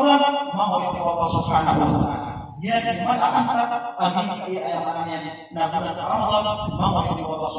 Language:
Maranao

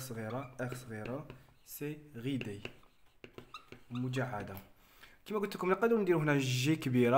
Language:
Algerian Arabic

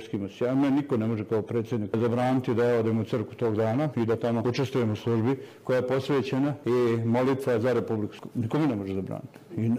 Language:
Croatian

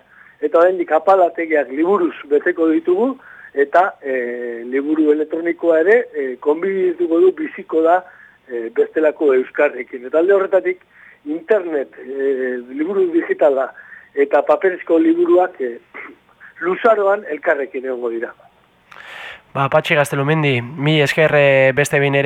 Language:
Basque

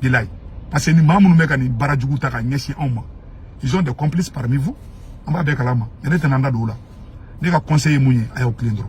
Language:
Bambara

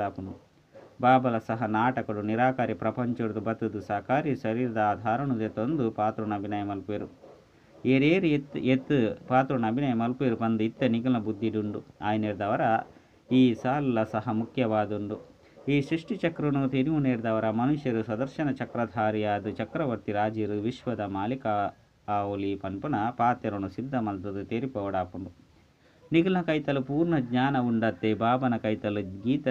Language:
Tulu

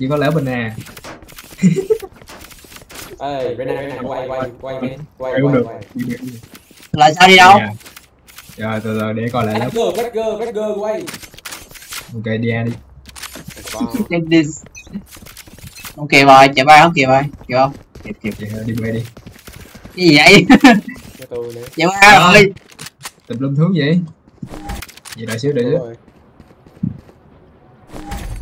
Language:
Vietnamese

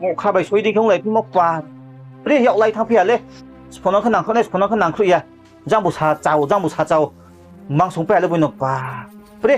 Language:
Riang (India)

